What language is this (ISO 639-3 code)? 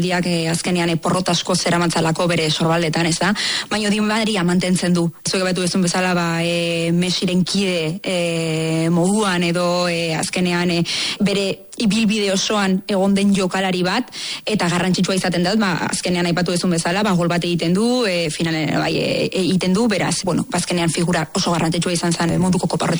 eus